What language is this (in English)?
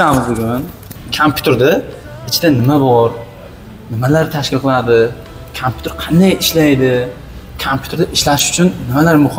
Uzbek